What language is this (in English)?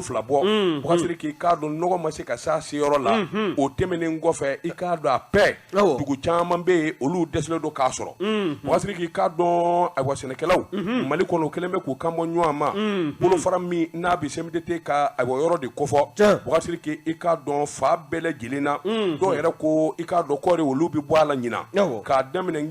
Bambara